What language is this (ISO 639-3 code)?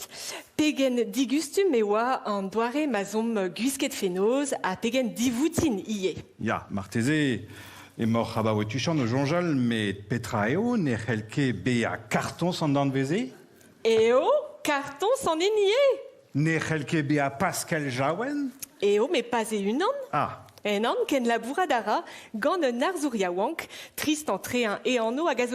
bre